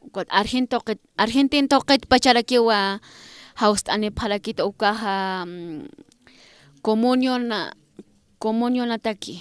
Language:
Aymara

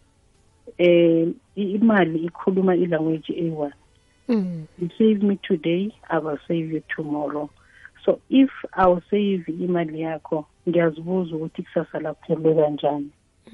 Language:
South Ndebele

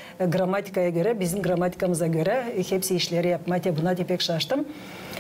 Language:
Gagauz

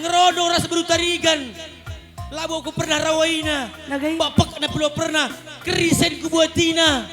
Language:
Batak Karo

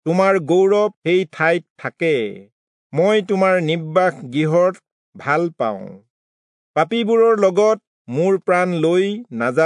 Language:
Assamese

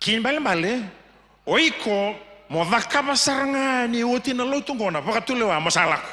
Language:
Fijian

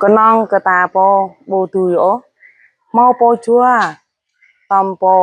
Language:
Jarai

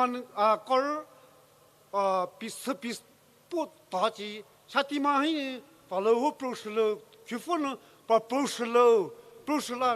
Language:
Poumei Naga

